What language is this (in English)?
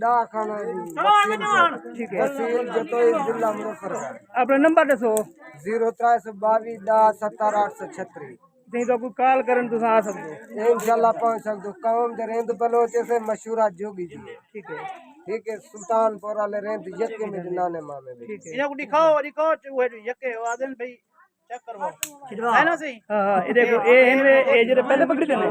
Saraiki